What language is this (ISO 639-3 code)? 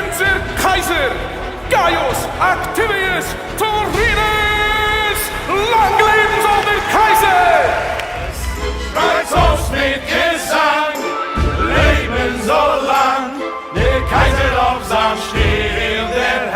yid